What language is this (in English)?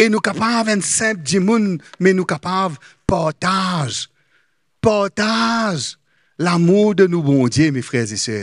Morisyen